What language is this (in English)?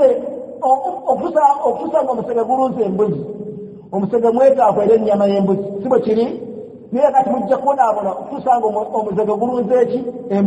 Ganda